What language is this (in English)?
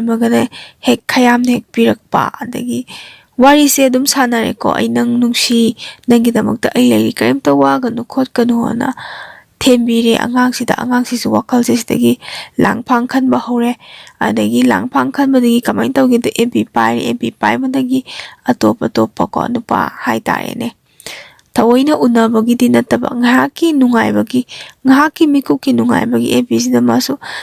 Manipuri